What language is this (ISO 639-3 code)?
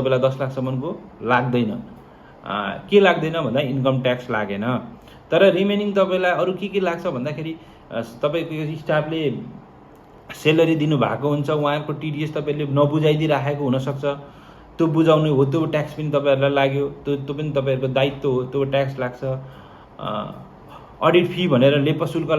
nep